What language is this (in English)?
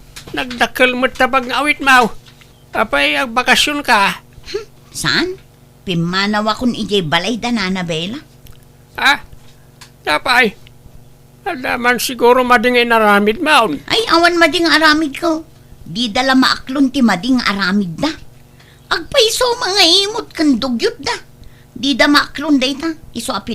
Iloko